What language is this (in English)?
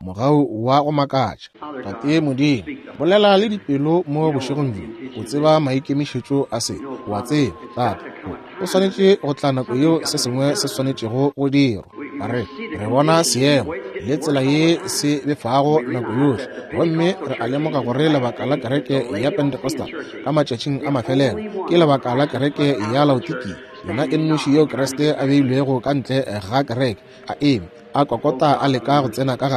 Northern Sotho